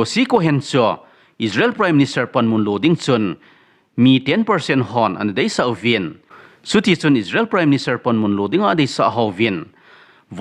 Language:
Thado Chin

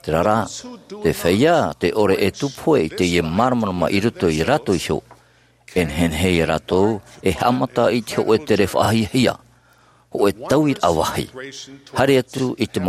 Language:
Tahitian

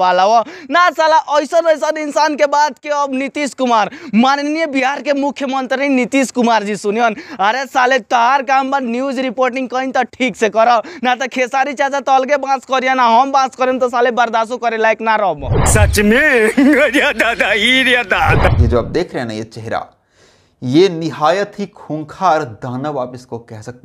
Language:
Bhojpuri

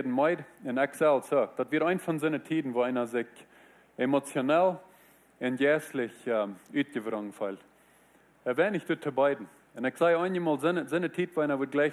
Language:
Plautdietsch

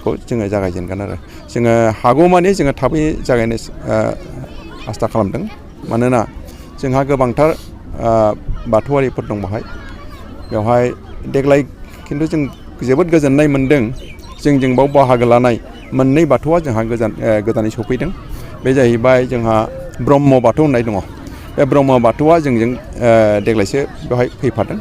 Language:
Bodo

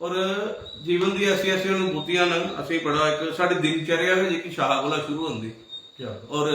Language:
Dogri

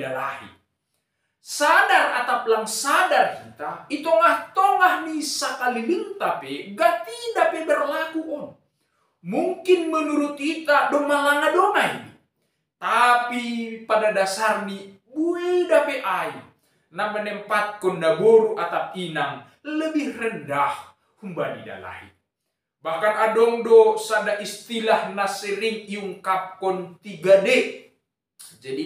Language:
Batak Simalungun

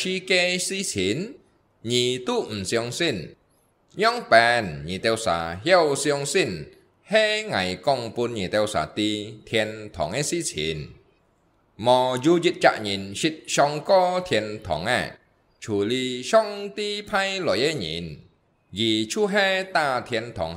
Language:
Hakka Chinese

